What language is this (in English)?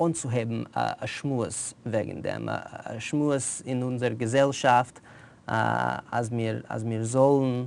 Yiddish